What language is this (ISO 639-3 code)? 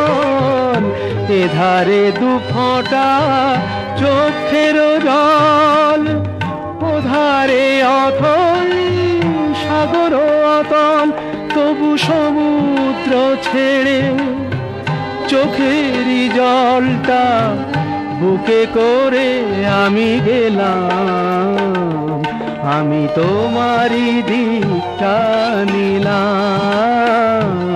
ben